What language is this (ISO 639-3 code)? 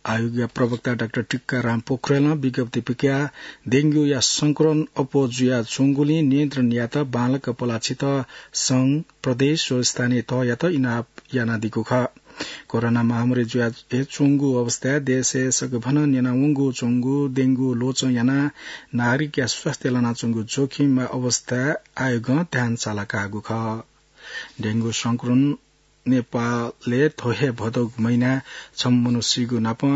new